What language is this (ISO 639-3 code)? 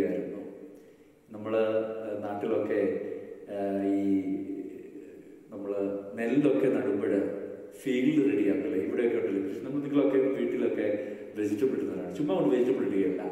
mal